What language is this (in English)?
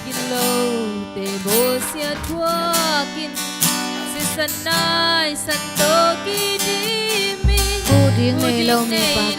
Tedim Chin